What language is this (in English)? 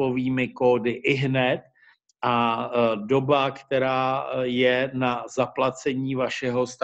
Czech